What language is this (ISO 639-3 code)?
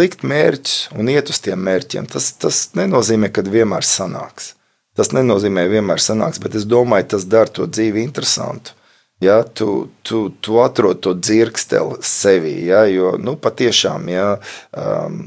lav